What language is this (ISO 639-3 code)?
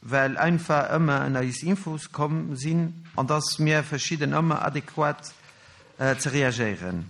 ltz